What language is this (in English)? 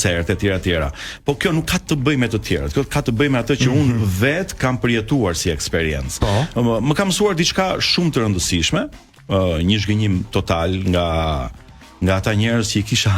Albanian